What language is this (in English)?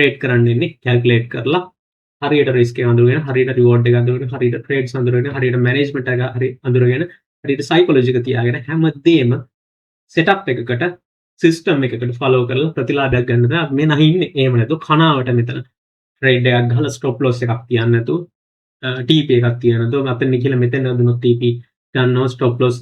Sinhala